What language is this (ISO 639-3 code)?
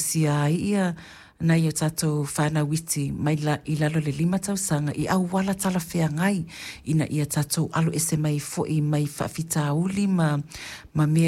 smo